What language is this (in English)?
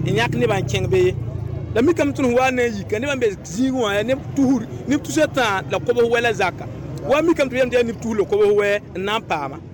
Mossi